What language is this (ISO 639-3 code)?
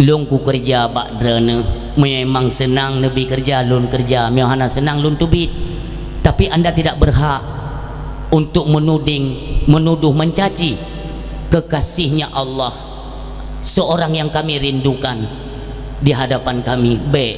ace